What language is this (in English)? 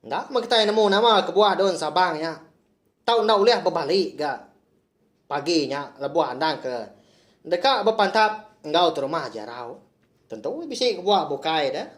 Iban